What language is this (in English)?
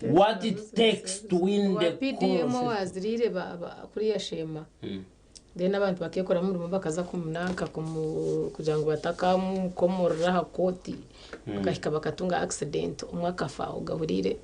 Nyankole